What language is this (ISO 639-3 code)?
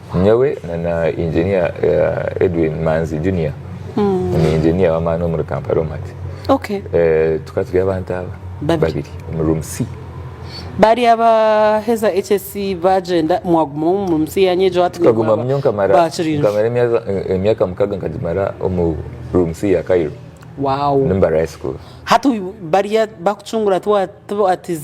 nyn